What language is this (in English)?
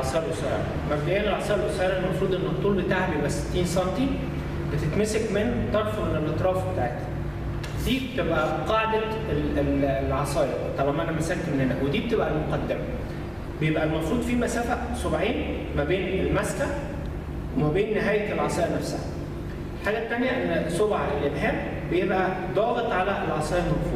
Egyptian Arabic